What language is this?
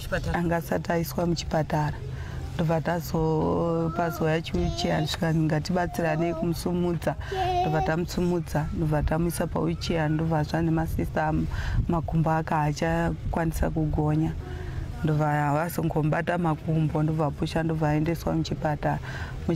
Shona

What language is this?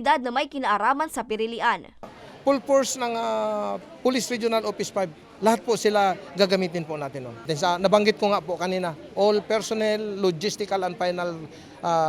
Bikol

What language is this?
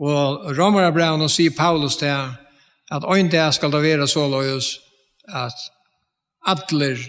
Faroese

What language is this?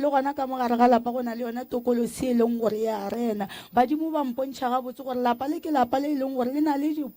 Northern Sotho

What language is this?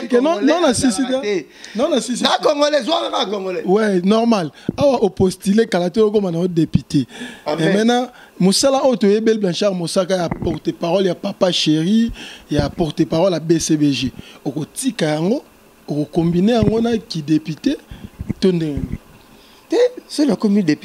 Lingala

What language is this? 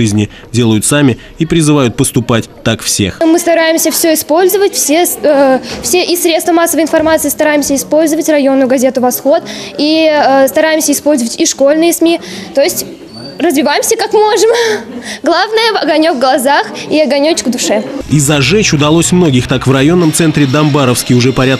Russian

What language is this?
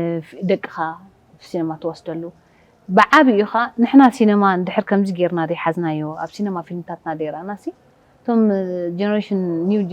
Tigrinya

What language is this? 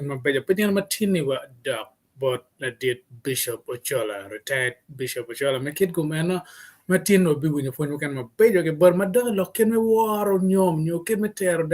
Acoli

